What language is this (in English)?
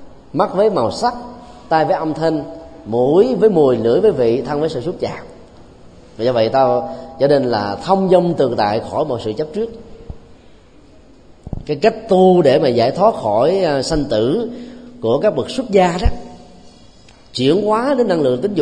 Vietnamese